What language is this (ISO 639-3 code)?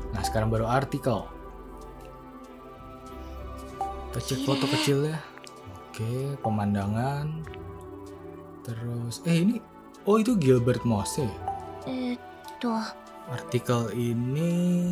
ind